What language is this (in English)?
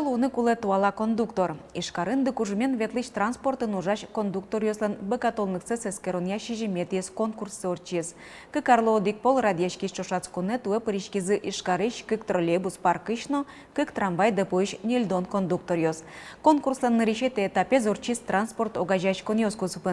Udmurt